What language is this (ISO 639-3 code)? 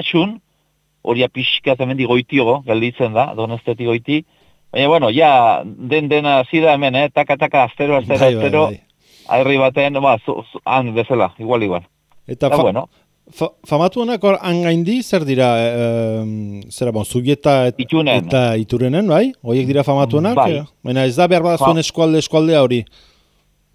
eus